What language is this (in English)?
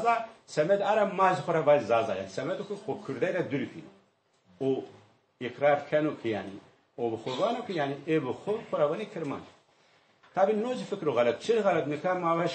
Zaza